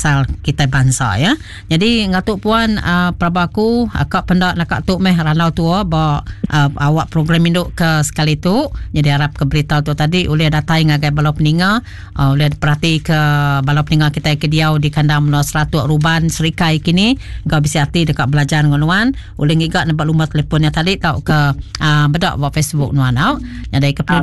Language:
Iban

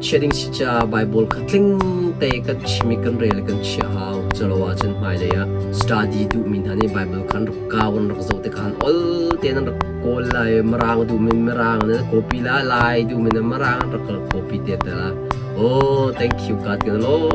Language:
Hakha Chin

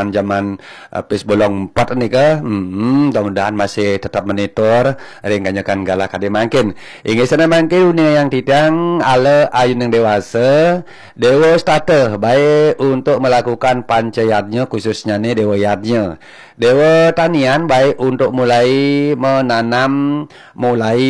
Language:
Balinese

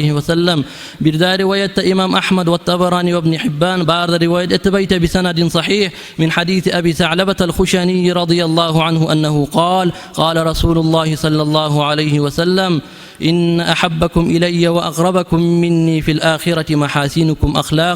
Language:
Kumyk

